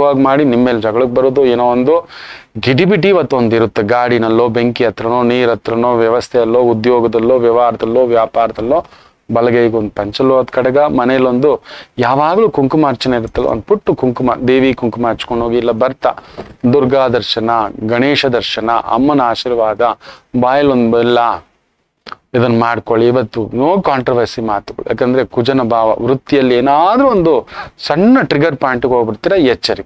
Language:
Kannada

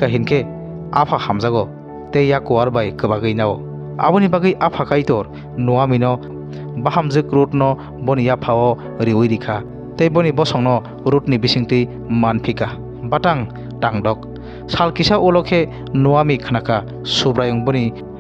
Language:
Kok Borok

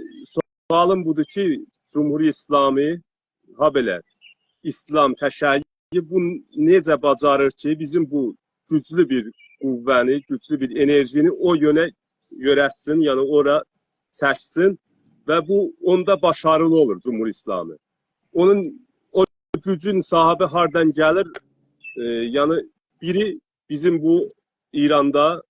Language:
South Azerbaijani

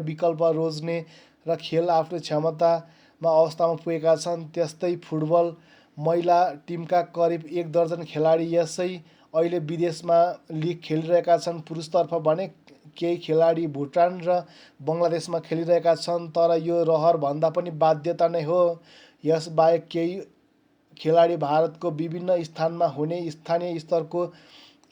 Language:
Nepali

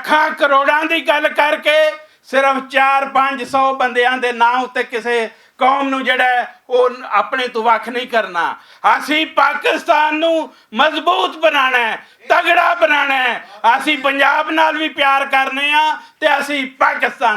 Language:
Western Panjabi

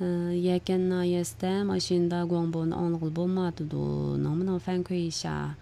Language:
Uyghur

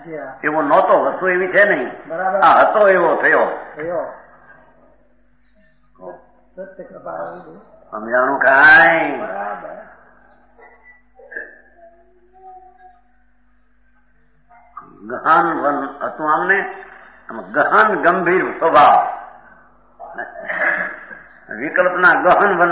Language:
Gujarati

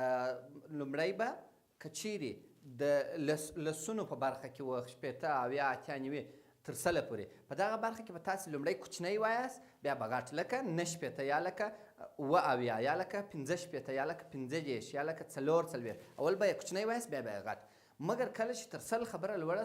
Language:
Pashto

